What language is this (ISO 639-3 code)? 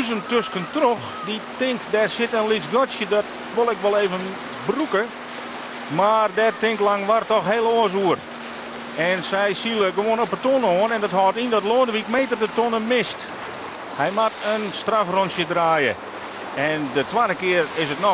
fry